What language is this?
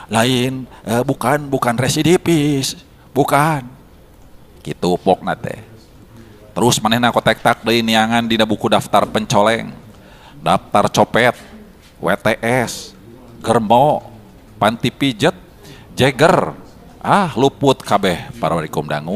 Sundanese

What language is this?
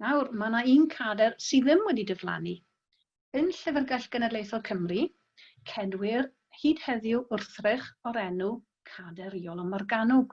Welsh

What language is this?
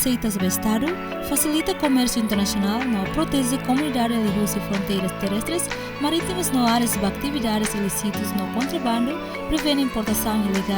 Tetum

